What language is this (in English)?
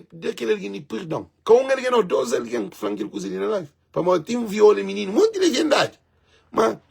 Kabuverdianu